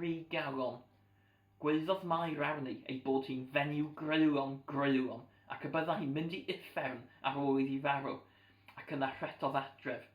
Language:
Welsh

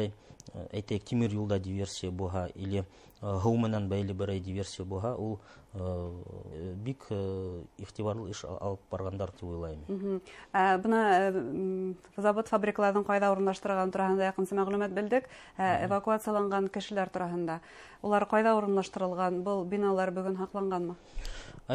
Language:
Bashkir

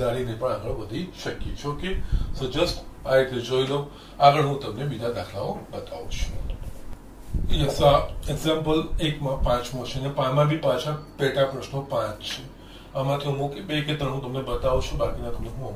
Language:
Gujarati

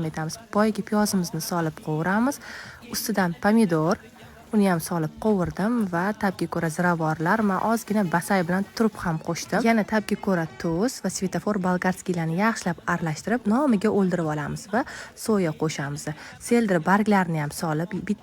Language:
Uzbek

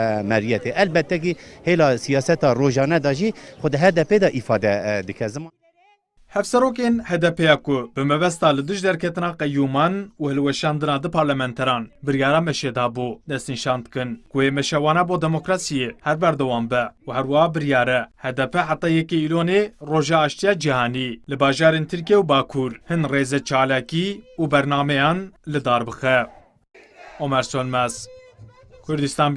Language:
Kurdish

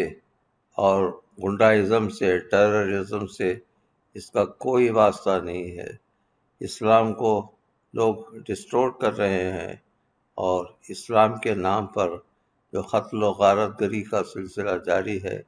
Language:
Urdu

